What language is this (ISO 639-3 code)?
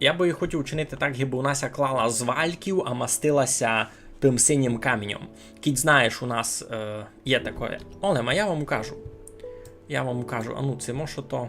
rue